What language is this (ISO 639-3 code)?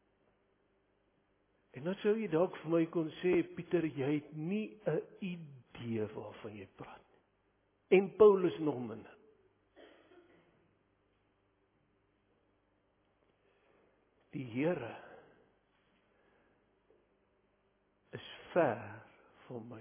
afr